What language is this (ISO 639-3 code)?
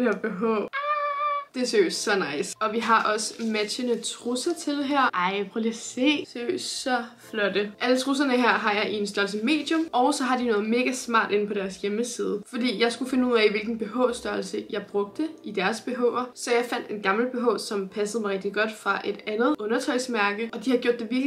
dan